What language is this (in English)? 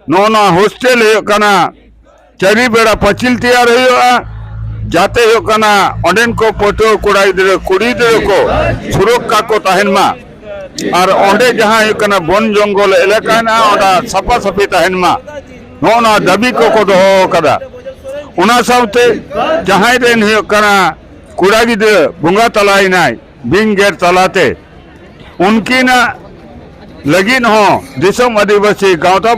Santali